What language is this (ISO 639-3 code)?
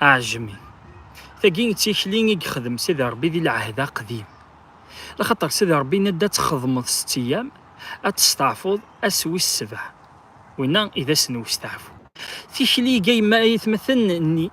kab